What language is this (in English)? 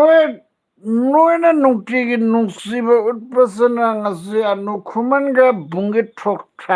Manipuri